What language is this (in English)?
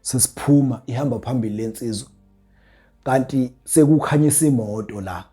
Zulu